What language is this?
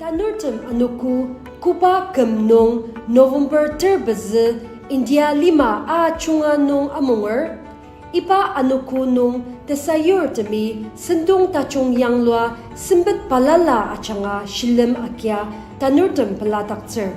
Ao Naga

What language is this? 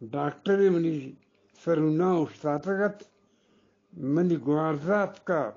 Eastern Balochi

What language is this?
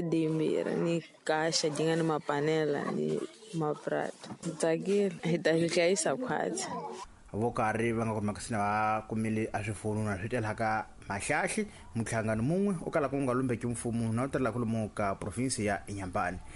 Tsonga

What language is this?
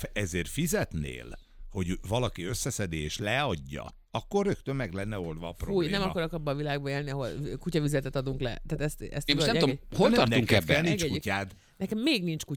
Hungarian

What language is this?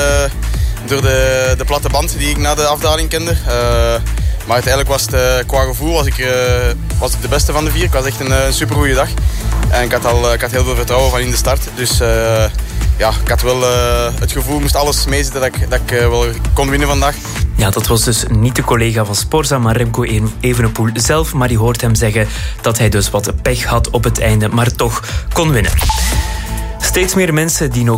Dutch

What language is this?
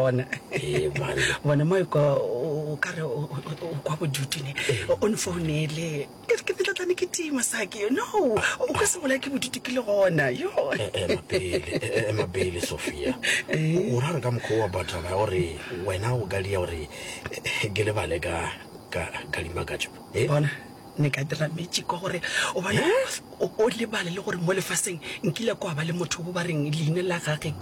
Northern Sotho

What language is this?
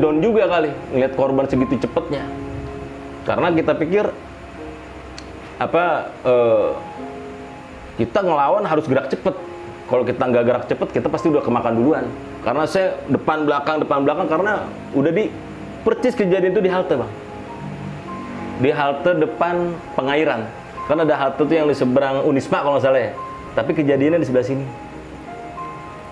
Indonesian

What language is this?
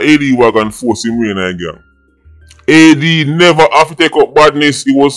Jamaican Creole English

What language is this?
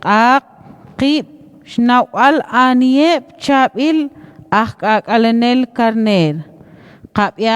Kekchí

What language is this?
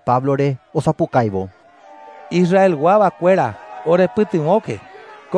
Guarani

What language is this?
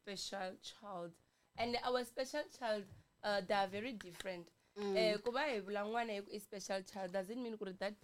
Tsonga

